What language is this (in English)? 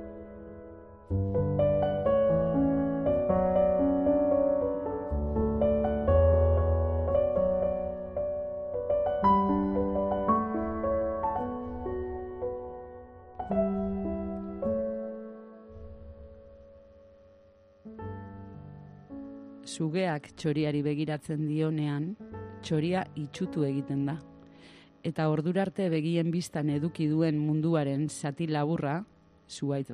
Basque